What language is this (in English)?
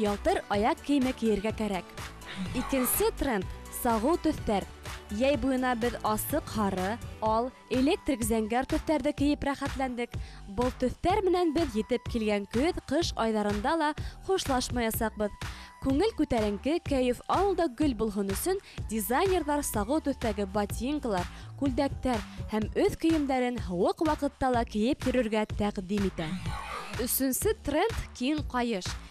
Bashkir